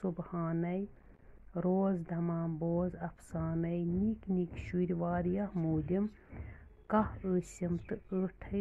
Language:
Kashmiri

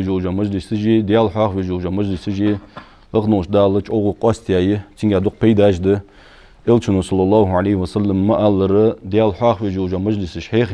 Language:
Ingush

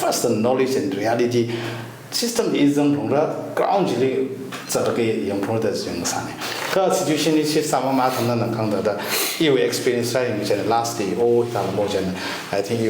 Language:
Tangkhul Naga (India)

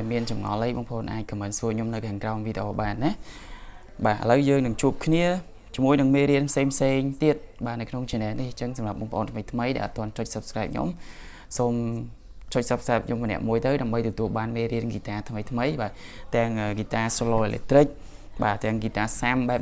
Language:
Khmer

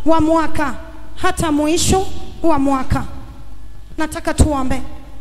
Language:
Swahili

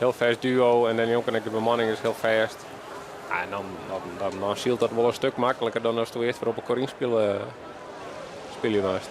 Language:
Western Frisian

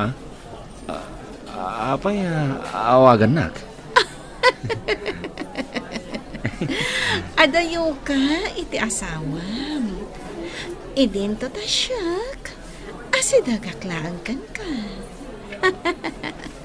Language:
Iloko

